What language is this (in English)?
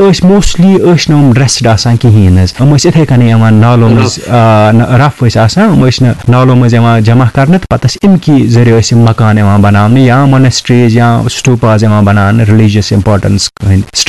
Kashmiri